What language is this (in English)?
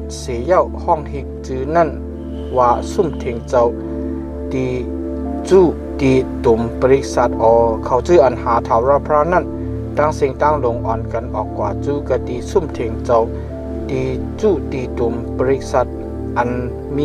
Shan